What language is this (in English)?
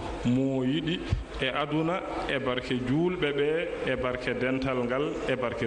Fula